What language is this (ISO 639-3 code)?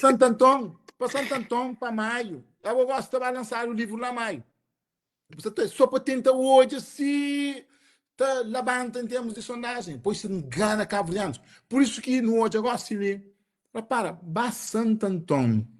kea